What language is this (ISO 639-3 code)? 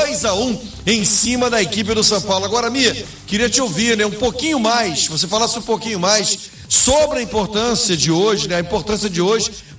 por